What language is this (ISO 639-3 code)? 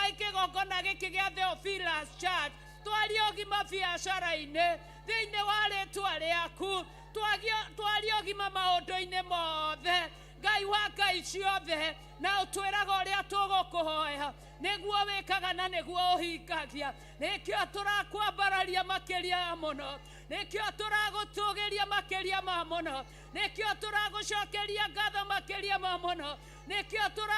kik